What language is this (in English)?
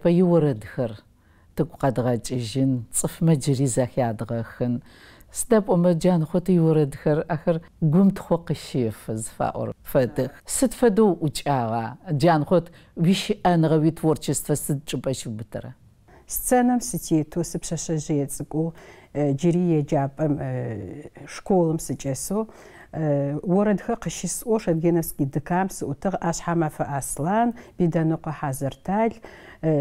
Adyghe